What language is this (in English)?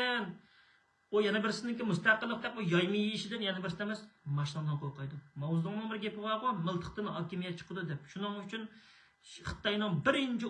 Uyghur